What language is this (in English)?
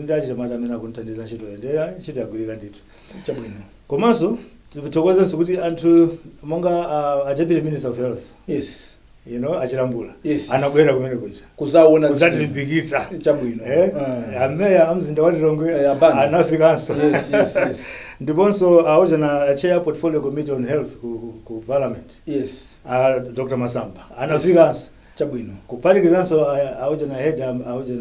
Nyanja